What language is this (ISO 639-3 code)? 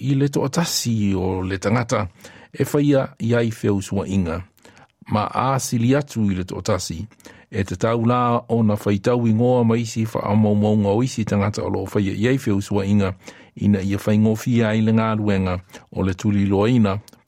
smo